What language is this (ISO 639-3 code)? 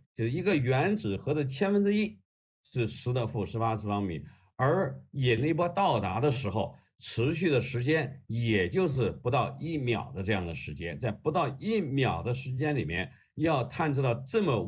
zho